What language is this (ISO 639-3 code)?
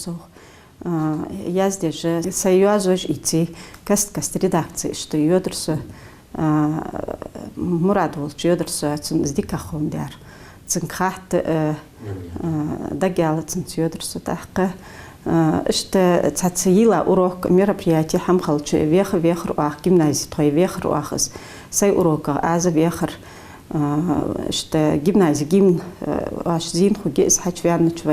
inh